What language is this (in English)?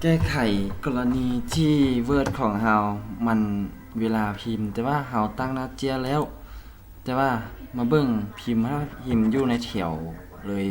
Lao